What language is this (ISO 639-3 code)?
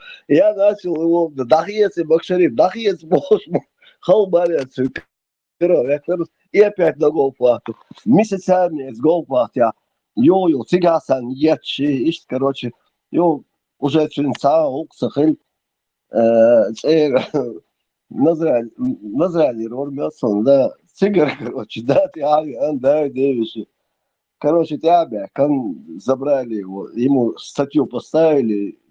che